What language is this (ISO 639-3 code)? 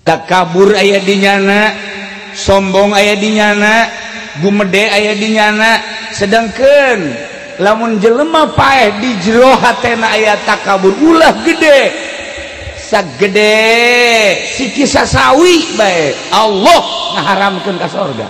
sun